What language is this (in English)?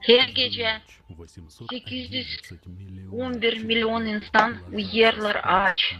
Gagauz